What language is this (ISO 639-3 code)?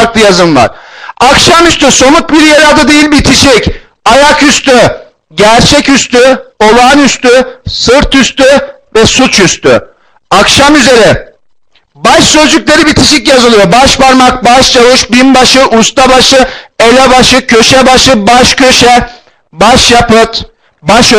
tur